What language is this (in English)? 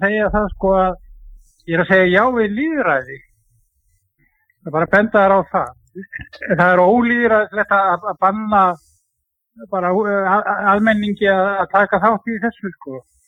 Icelandic